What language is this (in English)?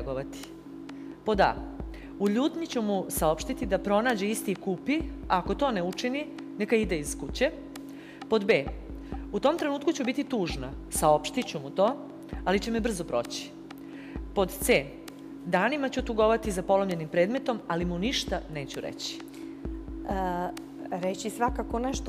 Bosnian